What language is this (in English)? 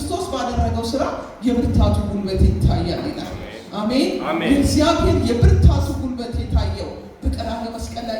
Amharic